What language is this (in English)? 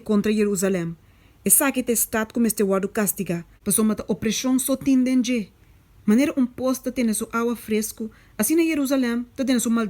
Papiamento